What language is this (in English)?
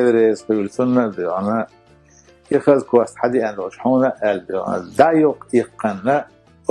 Chechen